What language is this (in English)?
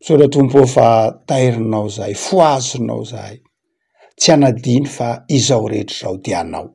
Malagasy